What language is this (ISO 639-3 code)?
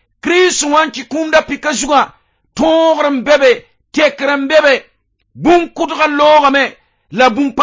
mos